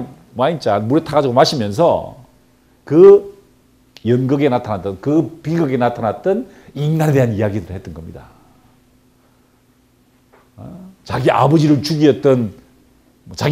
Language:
Korean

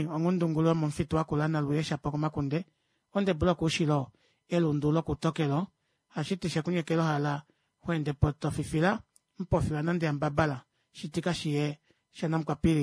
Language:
Kuanyama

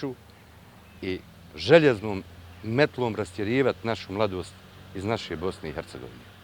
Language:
Bosnian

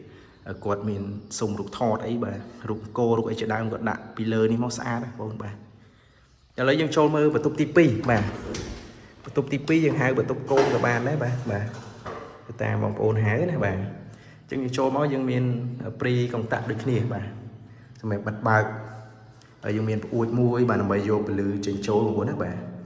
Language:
Khmer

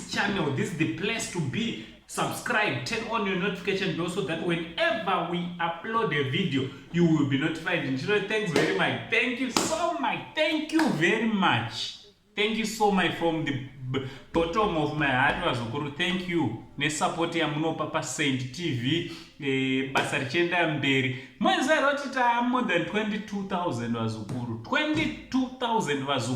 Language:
Shona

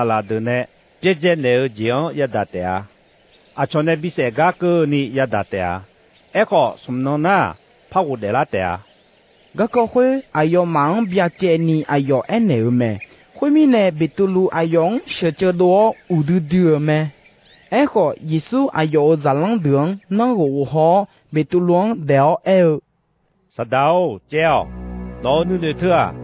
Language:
Akha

